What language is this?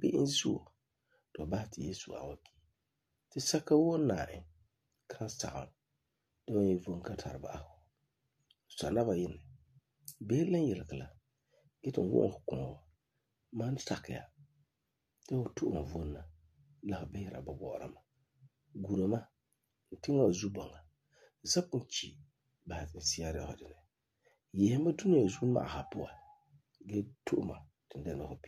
Frafra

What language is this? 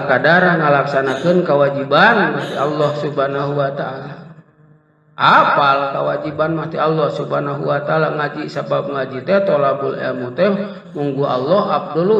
Sundanese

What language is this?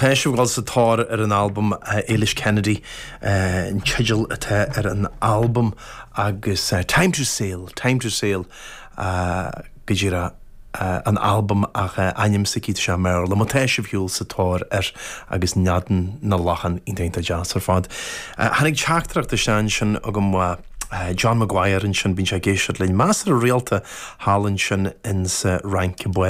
Irish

